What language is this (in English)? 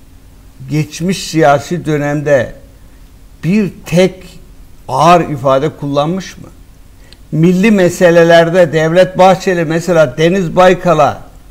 Turkish